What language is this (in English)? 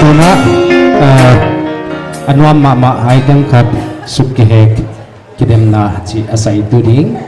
Paite Chin